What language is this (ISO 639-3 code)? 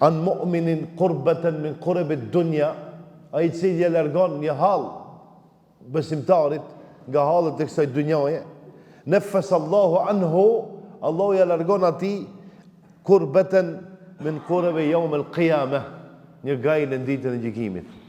sqi